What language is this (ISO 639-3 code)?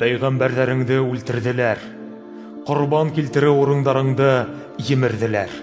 bak